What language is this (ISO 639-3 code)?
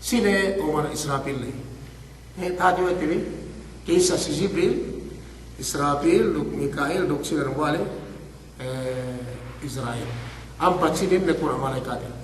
yka